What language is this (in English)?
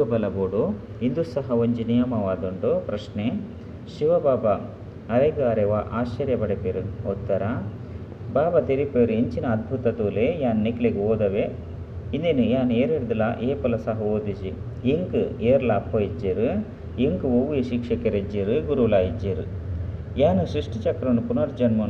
Tulu